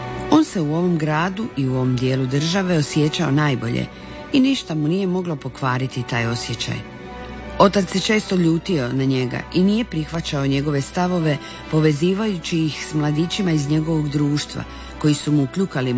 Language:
Croatian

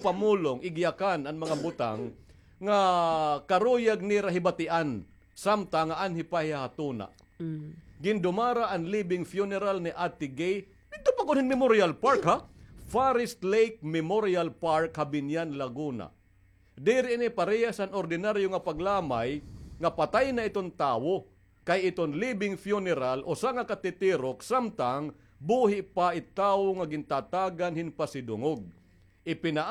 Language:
Waray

